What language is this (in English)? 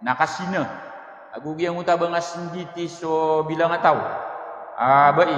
Maranao